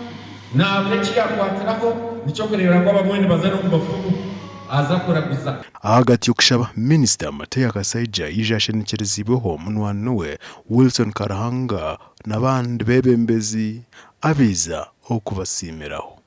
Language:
Nyankole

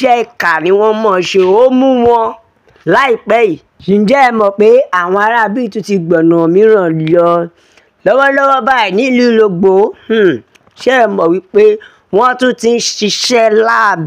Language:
Yoruba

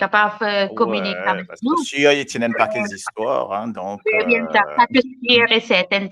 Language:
Morisyen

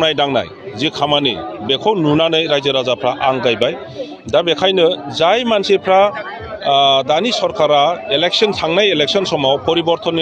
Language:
Bodo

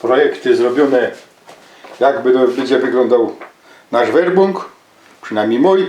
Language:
Silesian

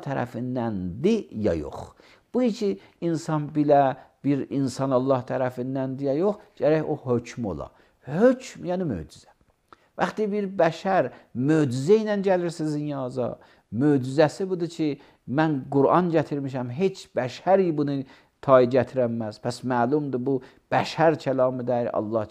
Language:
Azerbaijani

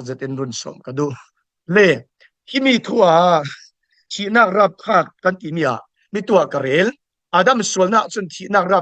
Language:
Falam Chin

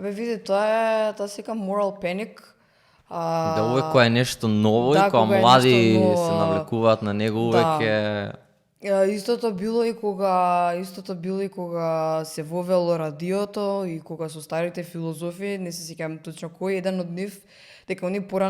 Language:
Macedonian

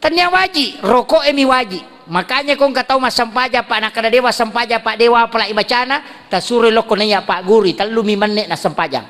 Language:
Buginese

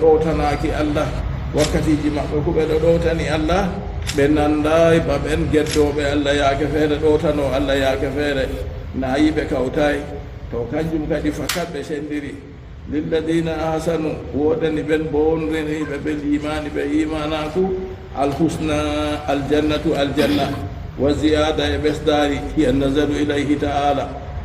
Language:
Fula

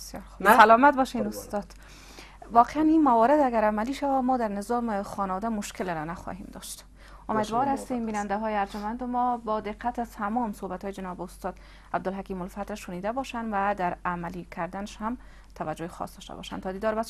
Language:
Persian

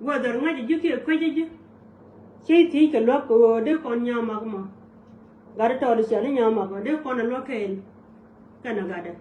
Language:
Nuer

